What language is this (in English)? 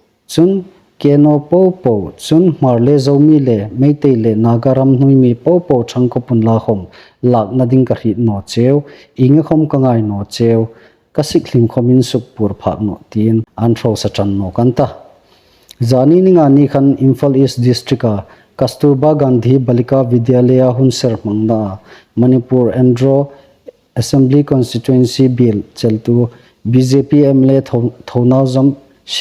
Hmar